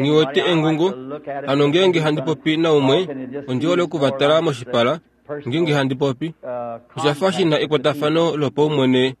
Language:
Kuanyama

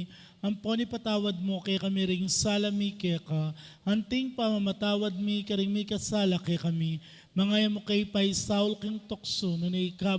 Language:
Pampanga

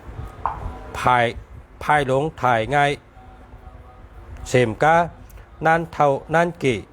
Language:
Shan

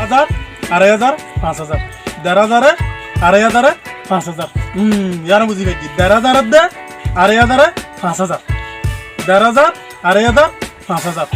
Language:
Rohingya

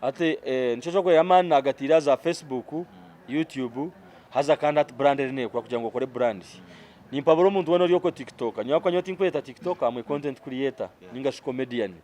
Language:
Nyankole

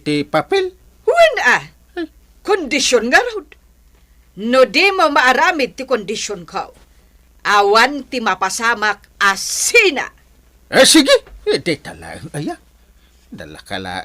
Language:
Iloko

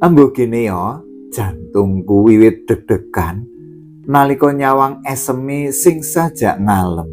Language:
Javanese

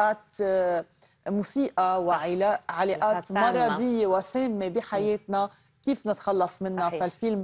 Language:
Arabic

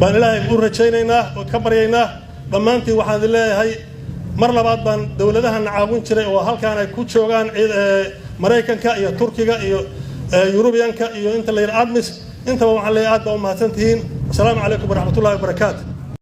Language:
Somali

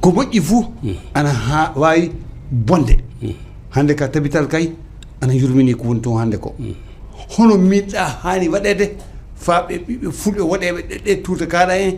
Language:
Fula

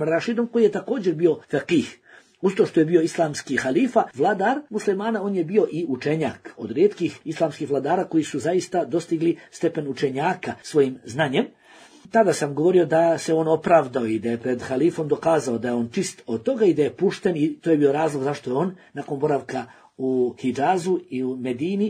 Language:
Bosnian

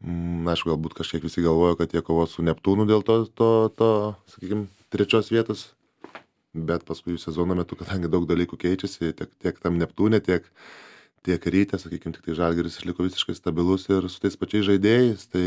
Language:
Lithuanian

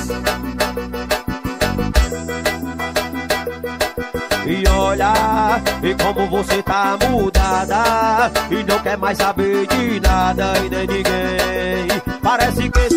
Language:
Portuguese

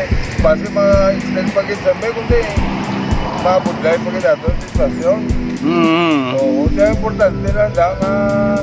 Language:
Hiligaynon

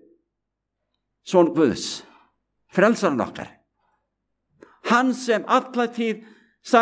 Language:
Icelandic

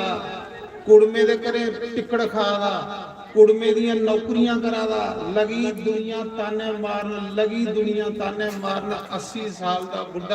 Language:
Dogri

